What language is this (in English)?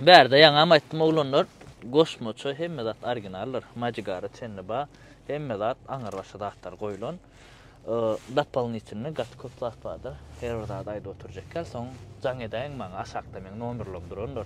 Turkmen